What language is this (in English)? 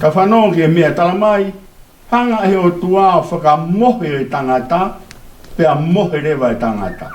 Tongan